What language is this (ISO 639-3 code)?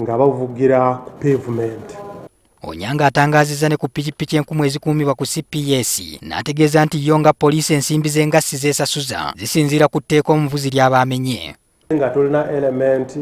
lug